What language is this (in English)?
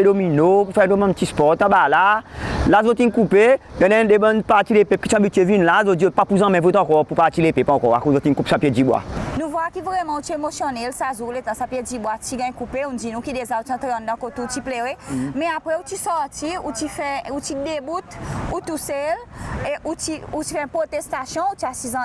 Seselwa Creole French